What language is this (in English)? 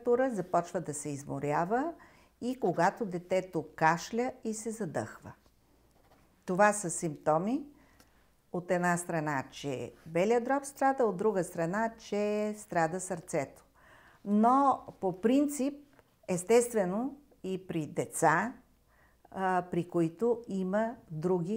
Bulgarian